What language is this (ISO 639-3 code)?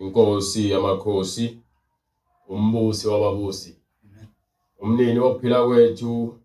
zul